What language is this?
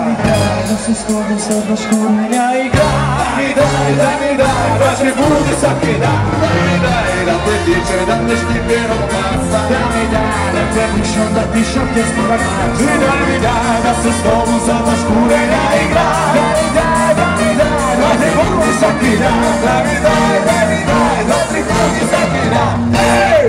Croatian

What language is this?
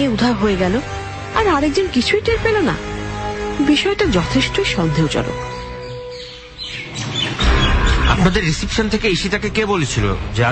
Bangla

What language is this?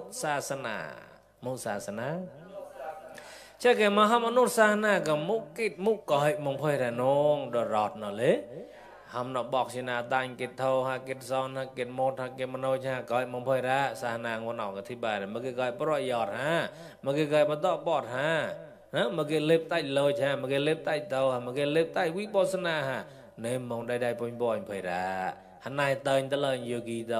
Mon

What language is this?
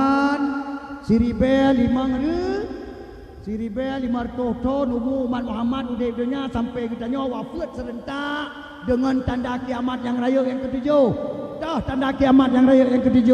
Achinese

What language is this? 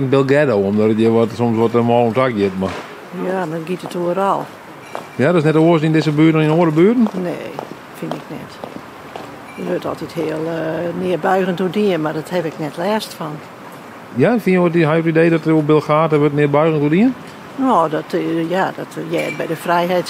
Western Frisian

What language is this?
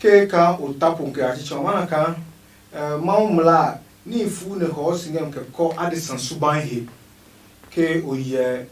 Adangme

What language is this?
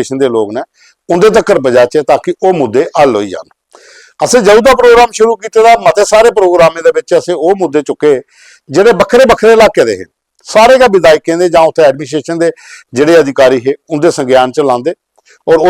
Dogri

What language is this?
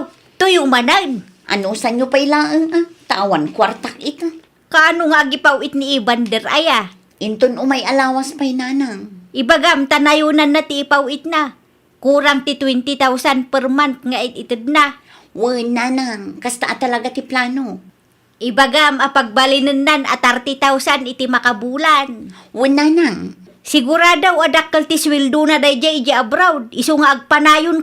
Iloko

